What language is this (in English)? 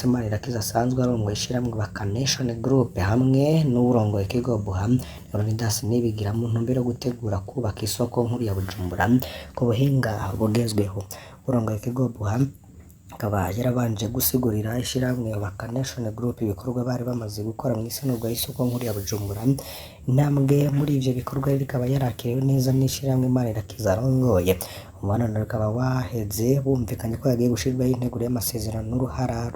Rundi